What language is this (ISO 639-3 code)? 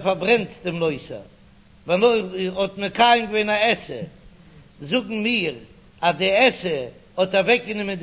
yid